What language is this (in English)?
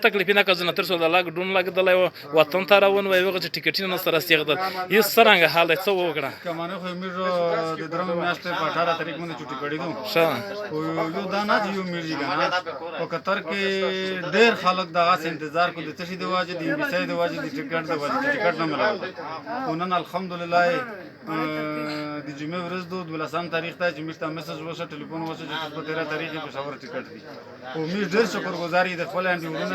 Pashto